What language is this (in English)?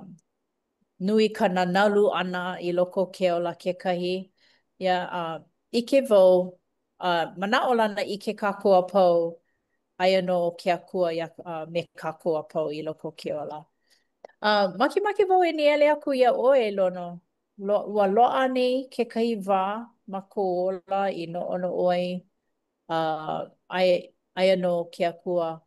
Hawaiian